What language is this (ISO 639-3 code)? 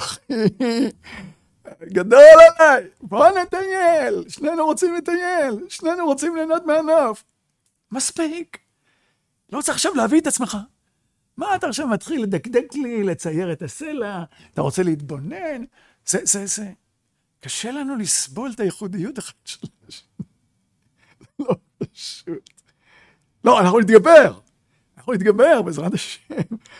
heb